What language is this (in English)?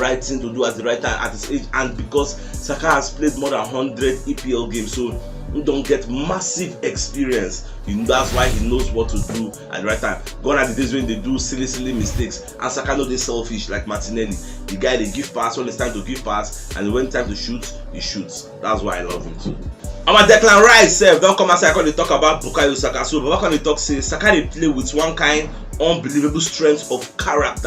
Nigerian Pidgin